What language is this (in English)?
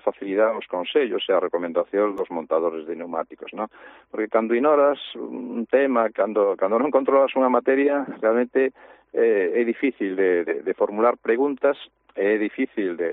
Galician